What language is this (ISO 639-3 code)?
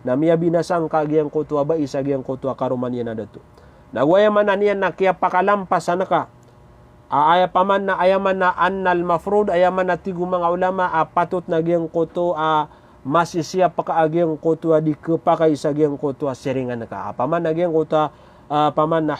mrw